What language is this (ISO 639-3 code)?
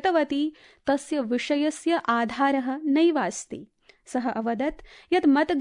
san